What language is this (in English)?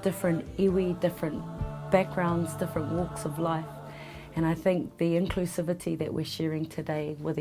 Māori